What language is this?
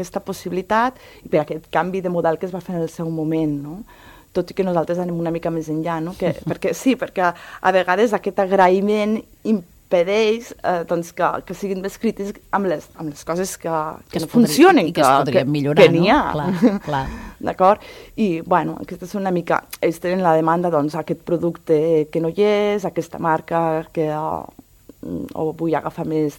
Catalan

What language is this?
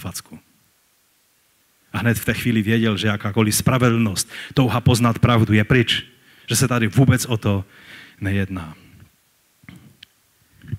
Czech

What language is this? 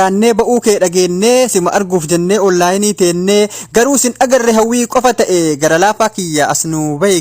Oromo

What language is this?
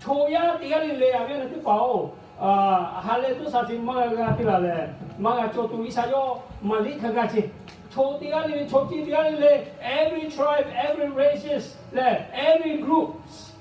Lahu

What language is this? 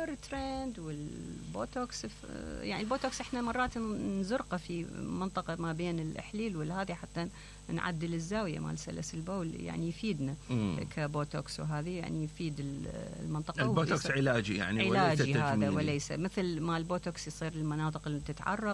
Mesopotamian Arabic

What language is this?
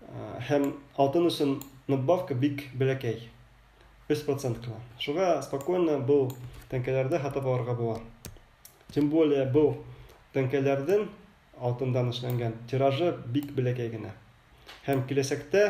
Bashkir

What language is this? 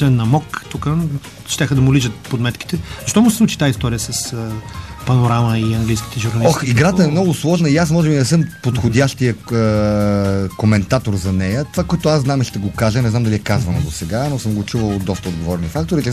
Bulgarian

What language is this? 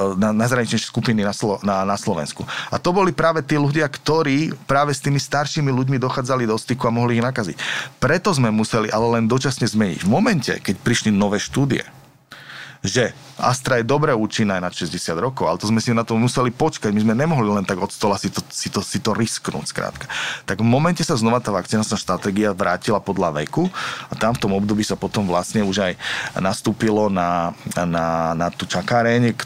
Slovak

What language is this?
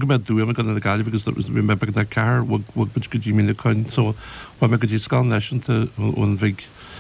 Irish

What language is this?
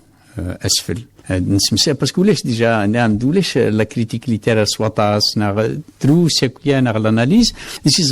Kabyle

